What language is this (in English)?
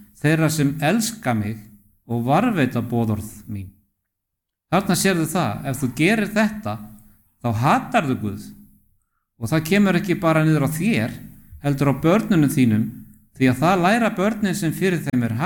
Icelandic